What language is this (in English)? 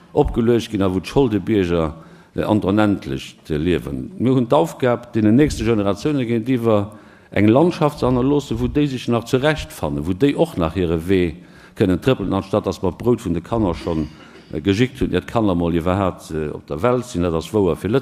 Luxembourgish